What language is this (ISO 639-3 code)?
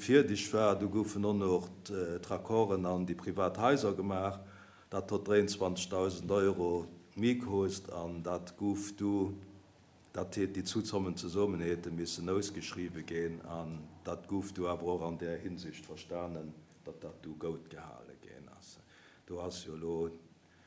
ltz